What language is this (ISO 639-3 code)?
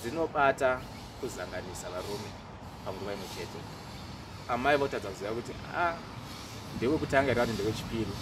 sna